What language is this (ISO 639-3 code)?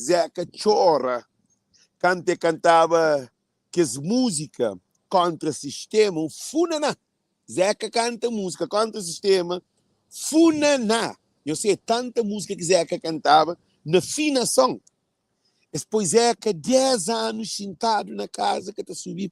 kea